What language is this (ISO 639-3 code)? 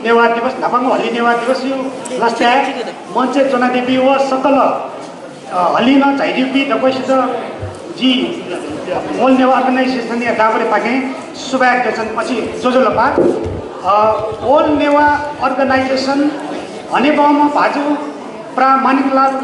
new